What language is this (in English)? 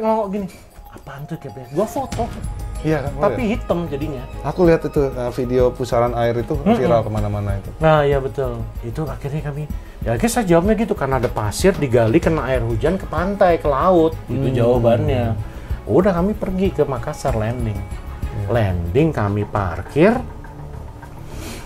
Indonesian